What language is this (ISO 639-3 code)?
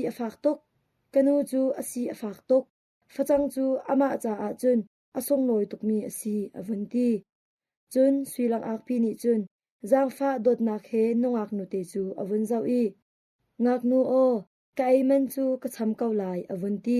cnh